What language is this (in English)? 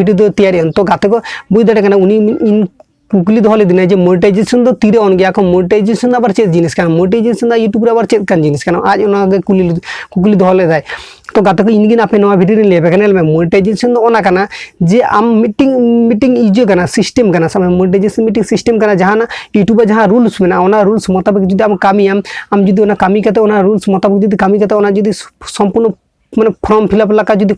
Santali